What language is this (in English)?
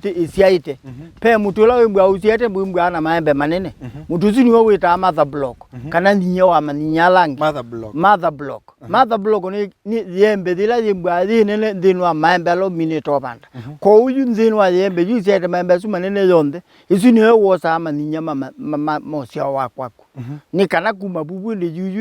Kamba